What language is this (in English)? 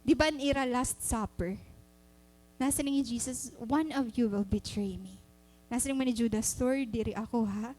Waray